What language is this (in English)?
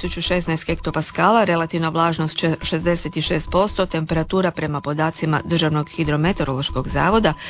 Croatian